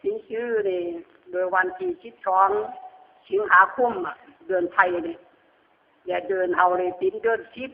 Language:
Lü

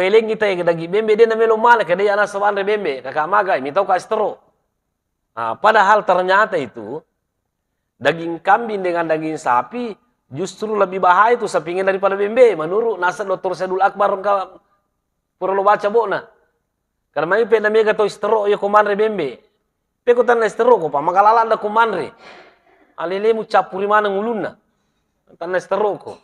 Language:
Buginese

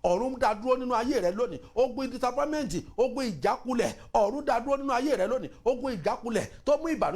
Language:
Yoruba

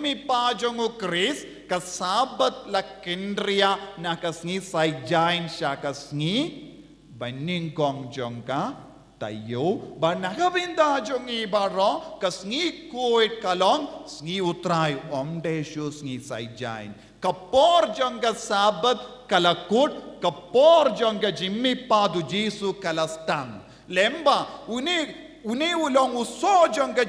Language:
Khasi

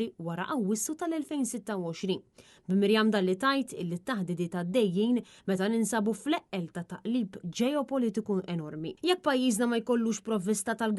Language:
Maltese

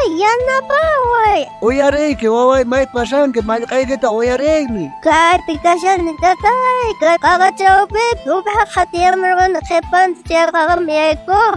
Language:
South Bolivian Quechua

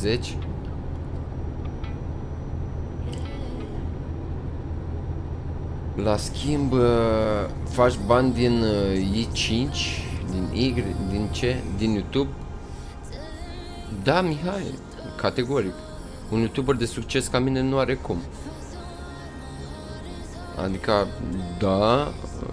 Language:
Romanian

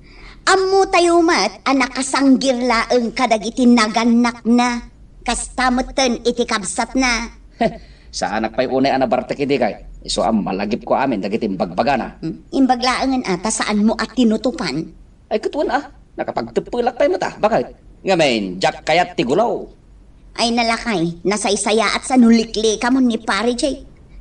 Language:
Iloko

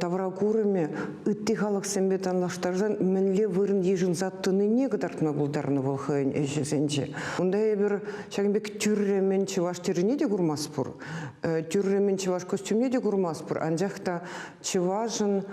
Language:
Chuvash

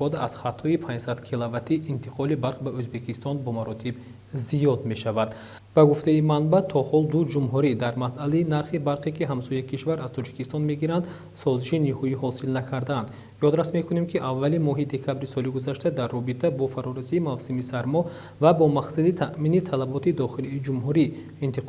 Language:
Tajik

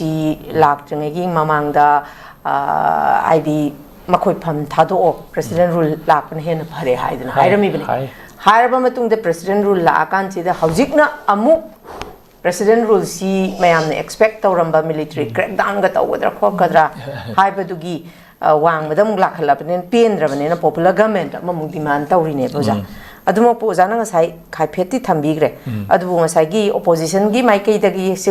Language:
Manipuri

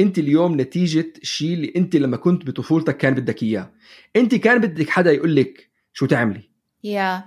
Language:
North Levantine Arabic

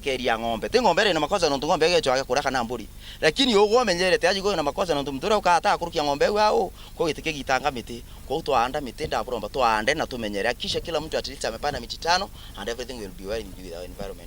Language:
Meru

